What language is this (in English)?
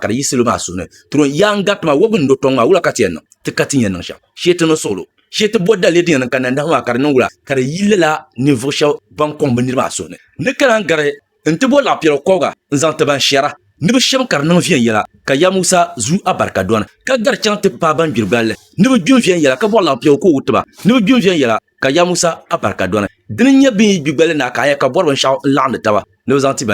Dagbani